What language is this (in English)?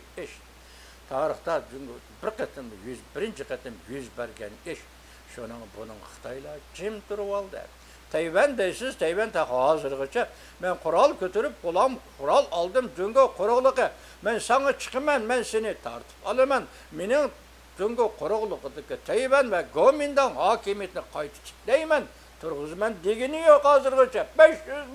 Uyghur